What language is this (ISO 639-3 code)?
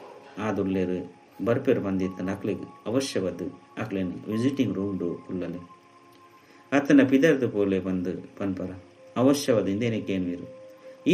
tcy